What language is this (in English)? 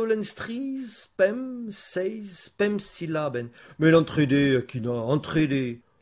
Breton